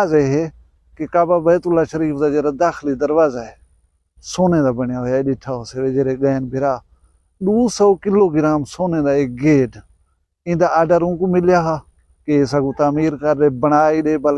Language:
Saraiki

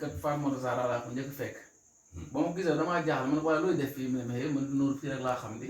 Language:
Wolof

